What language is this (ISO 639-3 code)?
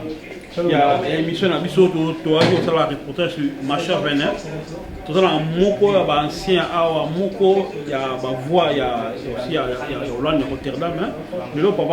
lin